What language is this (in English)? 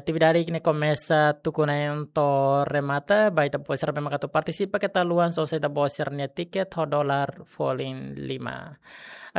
Tetum